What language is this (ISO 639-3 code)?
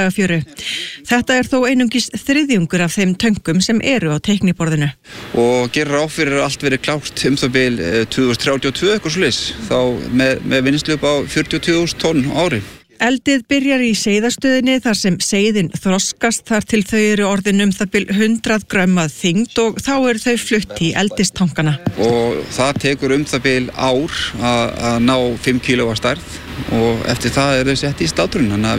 isl